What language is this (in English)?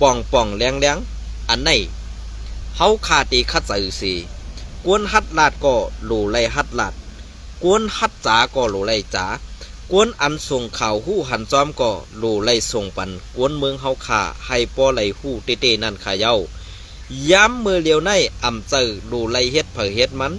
Shan